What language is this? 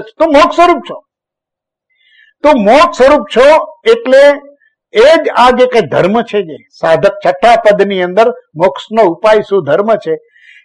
Gujarati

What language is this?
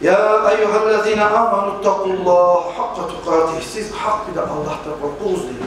Kumyk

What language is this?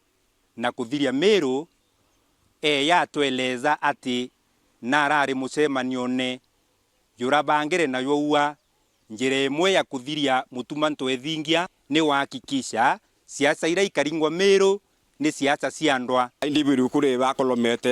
Meru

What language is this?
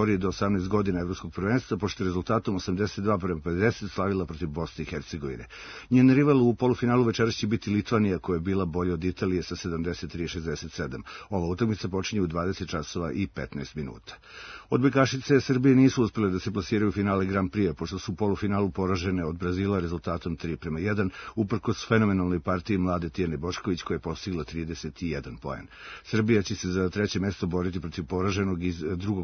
Serbian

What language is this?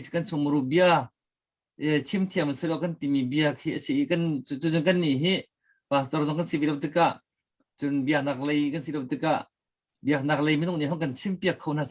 Hakha Chin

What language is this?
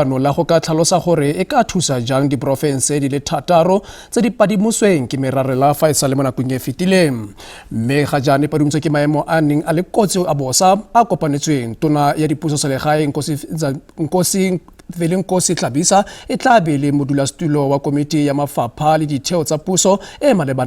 Tswana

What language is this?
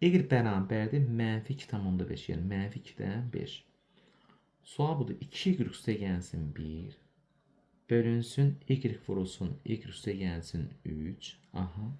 Azerbaijani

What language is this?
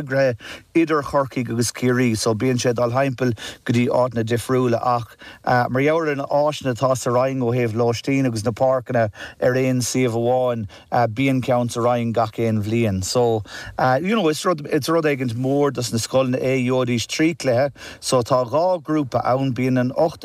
Irish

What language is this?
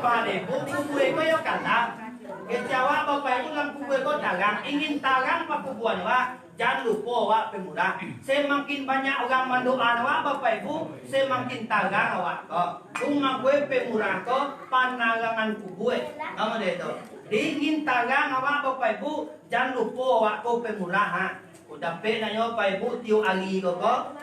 Minangkabau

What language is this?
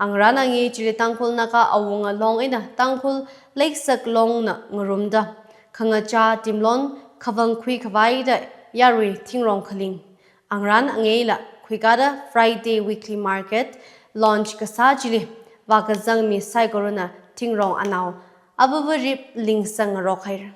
Tangkhul Naga (India)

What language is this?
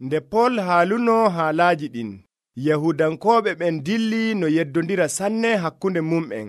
Nigerian Fulfulde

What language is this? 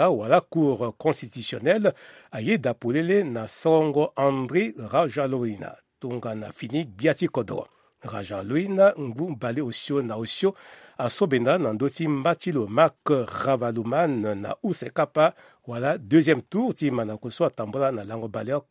Sango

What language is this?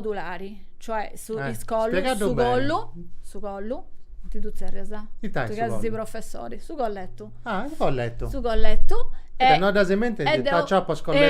Sardinian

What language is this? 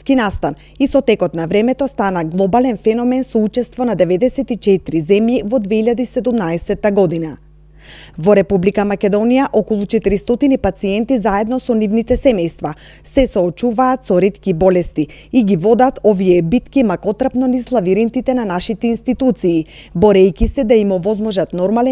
Macedonian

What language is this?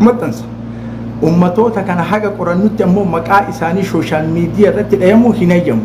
Oromo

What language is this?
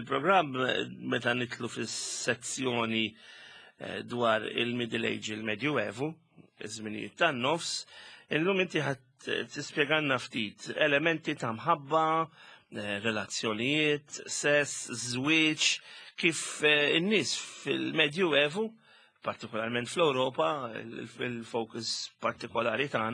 Maltese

